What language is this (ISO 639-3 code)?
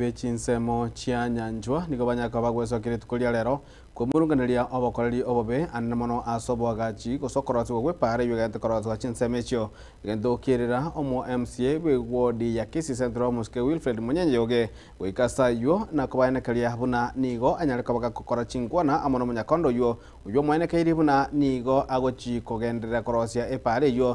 guz